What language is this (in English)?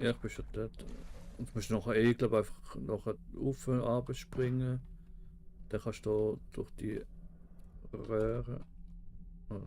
Swiss German